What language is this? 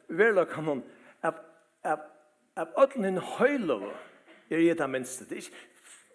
Faroese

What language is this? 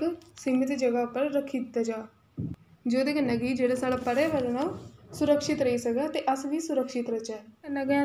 Dogri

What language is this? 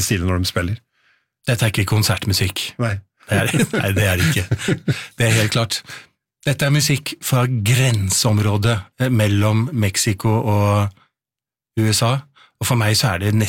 Norwegian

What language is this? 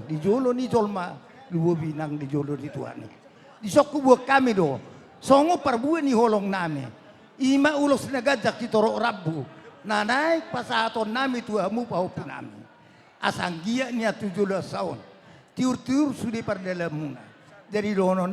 Batak Toba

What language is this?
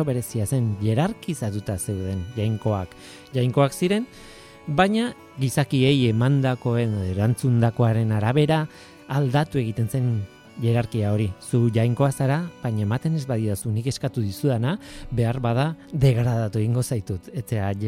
Basque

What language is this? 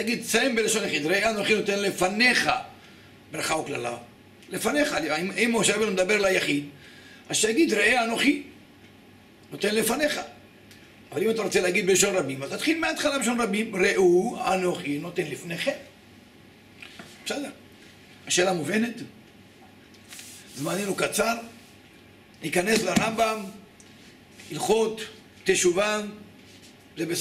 Hebrew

